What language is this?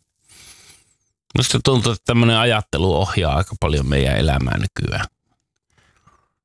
Finnish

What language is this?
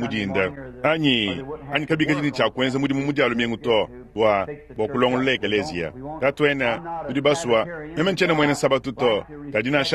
Luba-Lulua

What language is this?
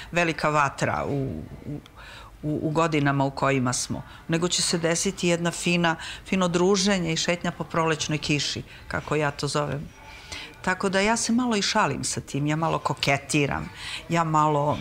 Serbian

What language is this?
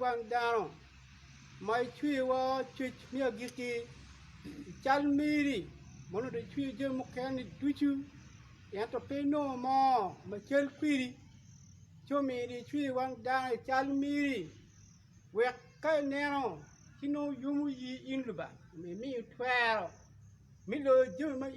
Acoli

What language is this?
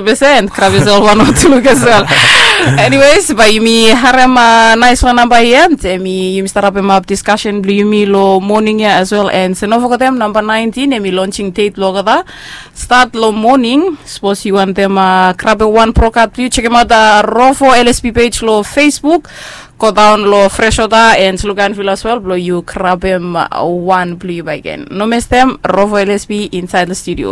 Bislama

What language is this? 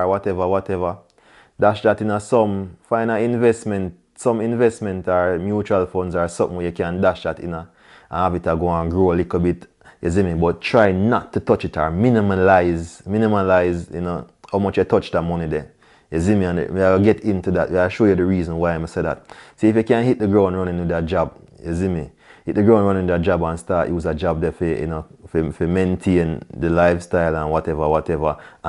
Jamaican Creole English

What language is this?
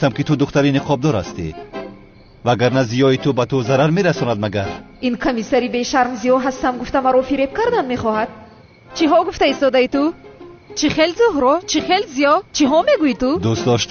Tajik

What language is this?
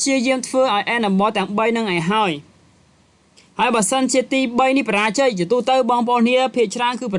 Khmer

